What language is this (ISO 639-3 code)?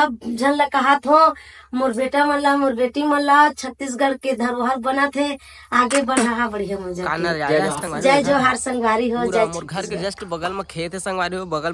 hne